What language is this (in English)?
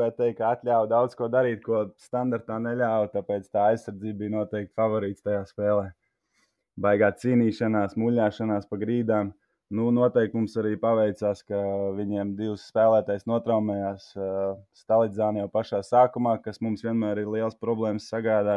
Latvian